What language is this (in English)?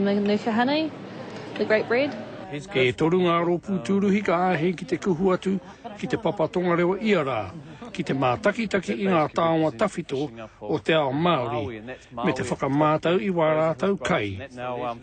Māori